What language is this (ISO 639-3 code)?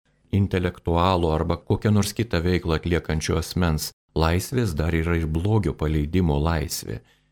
lit